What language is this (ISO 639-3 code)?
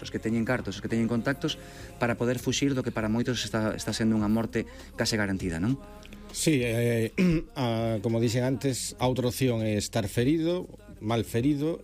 glg